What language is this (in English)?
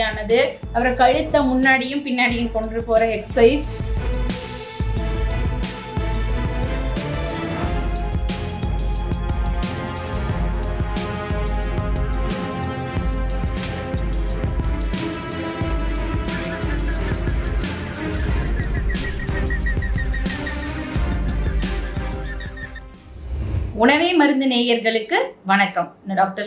Tamil